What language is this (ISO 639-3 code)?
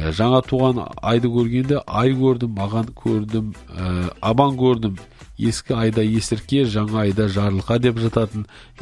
kaz